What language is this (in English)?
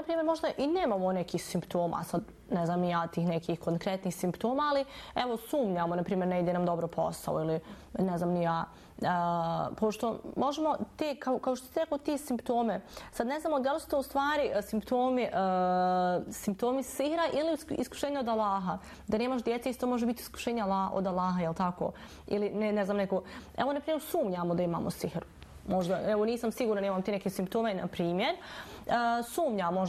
Bosnian